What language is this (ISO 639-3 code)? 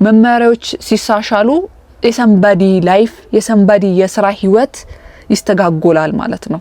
amh